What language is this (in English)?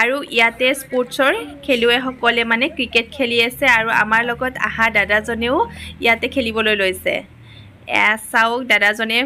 Assamese